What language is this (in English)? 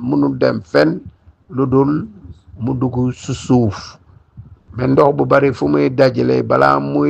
Wolof